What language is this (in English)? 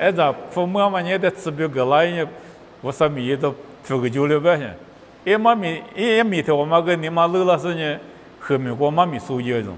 Lisu